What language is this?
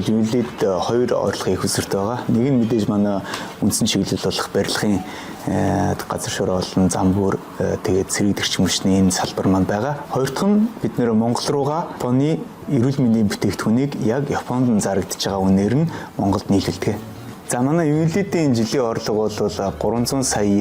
Mongolian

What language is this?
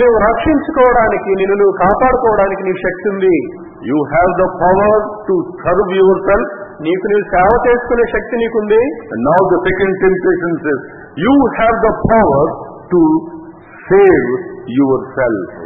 Telugu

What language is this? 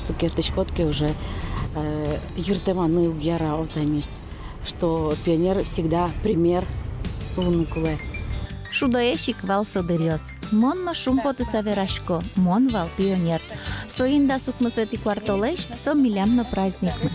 Udmurt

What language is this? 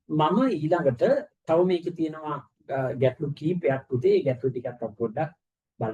Sinhala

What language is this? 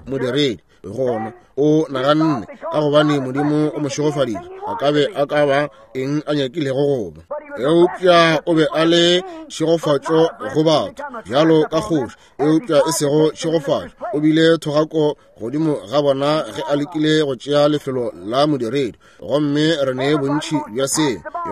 Northern Sotho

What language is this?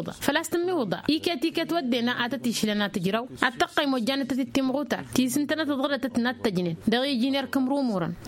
Tamasheq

